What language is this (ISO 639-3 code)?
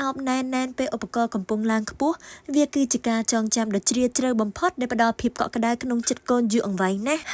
khm